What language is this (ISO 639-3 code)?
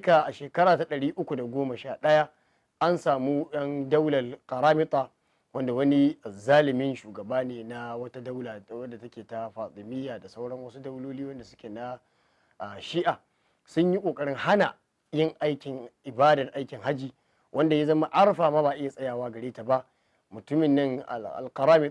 hau